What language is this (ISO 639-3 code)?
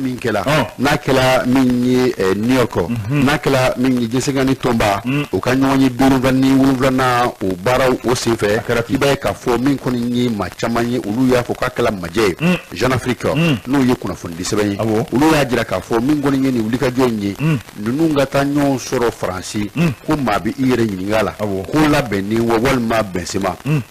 bam